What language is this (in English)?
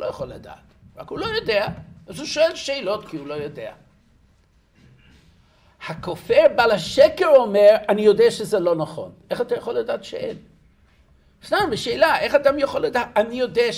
Hebrew